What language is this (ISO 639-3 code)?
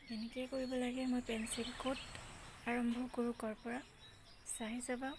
asm